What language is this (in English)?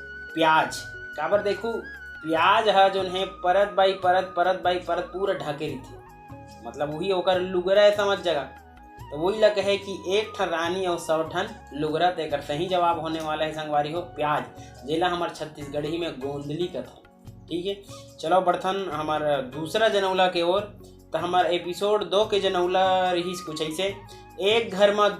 Chhattisgarhi